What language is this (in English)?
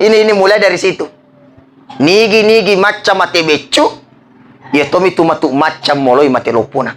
Buginese